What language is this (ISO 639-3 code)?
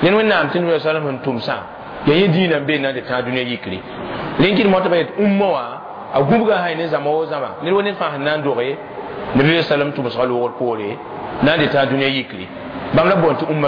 mos